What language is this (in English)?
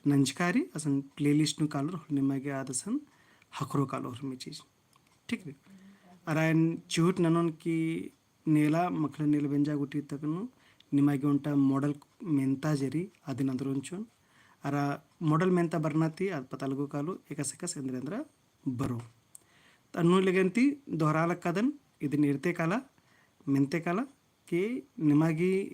Kurukh